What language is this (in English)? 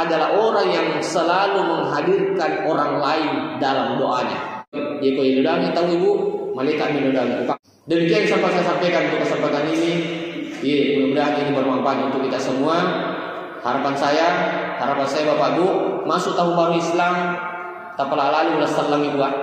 Buginese